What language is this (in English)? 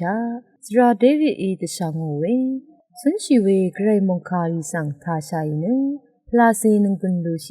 Rawang